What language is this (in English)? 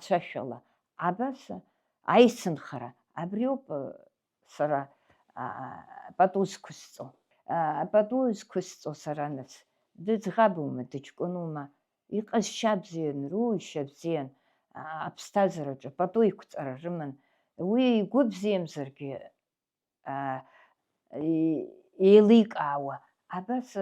Abkhazian